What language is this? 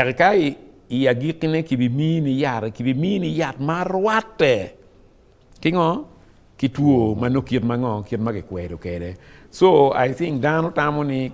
Acoli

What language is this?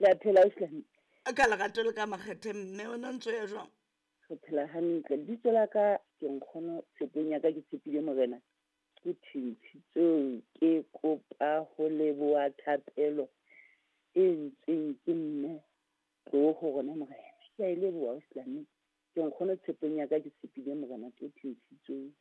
Southern Sotho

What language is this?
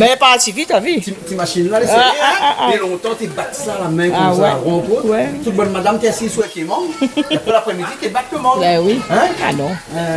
Réunion Creole French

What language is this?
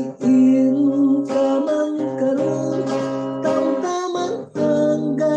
Hiligaynon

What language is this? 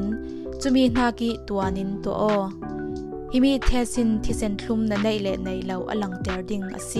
Falam Chin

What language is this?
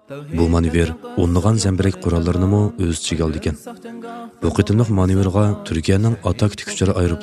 Uyghur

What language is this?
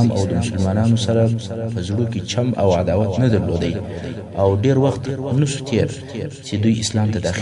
Pashto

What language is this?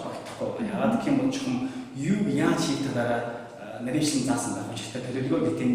Mongolian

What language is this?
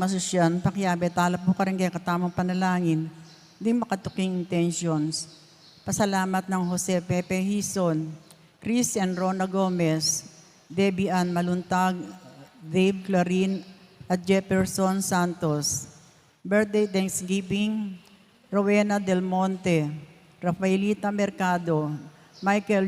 Pampanga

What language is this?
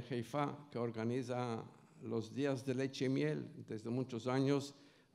Ladino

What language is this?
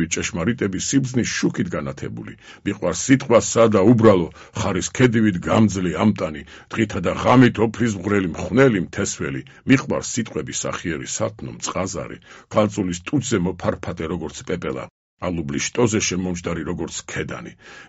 Georgian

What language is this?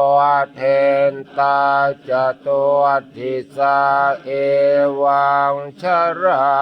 Pali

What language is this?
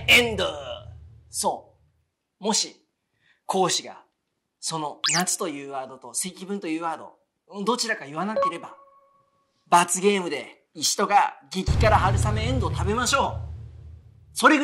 Japanese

